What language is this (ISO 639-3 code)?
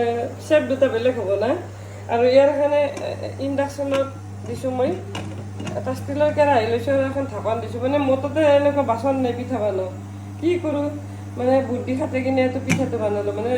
asm